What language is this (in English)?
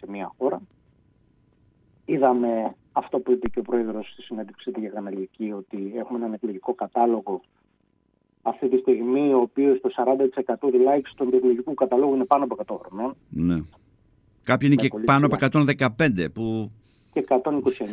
Greek